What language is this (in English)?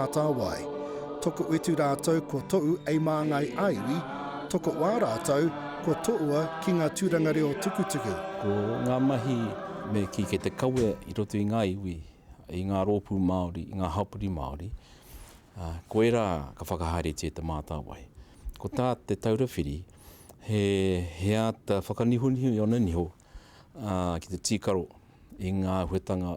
Māori